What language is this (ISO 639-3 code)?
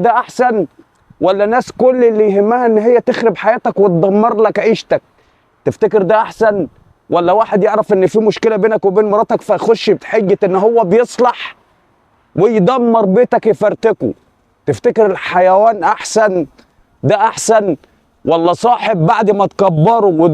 arz